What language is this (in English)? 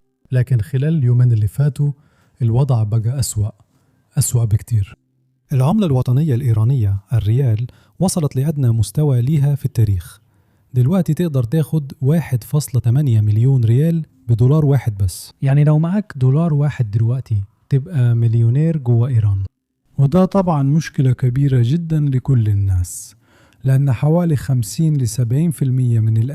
Egyptian Arabic